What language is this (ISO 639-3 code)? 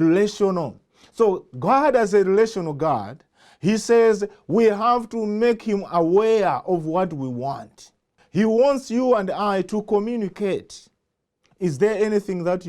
eng